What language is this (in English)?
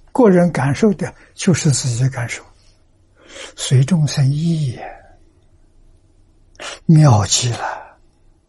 Chinese